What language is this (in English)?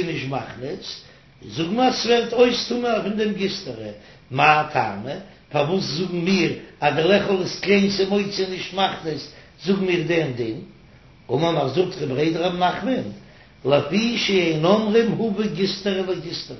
Yiddish